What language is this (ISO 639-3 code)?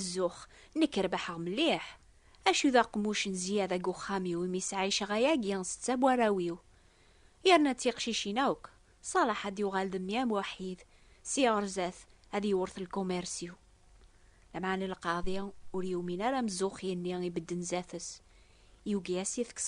kab